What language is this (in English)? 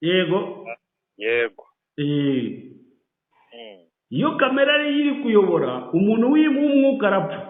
Kinyarwanda